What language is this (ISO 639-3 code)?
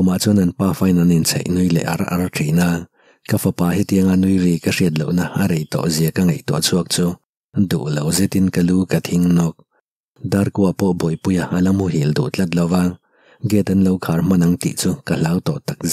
lus